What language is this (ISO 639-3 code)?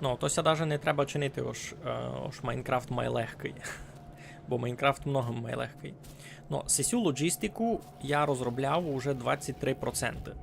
rue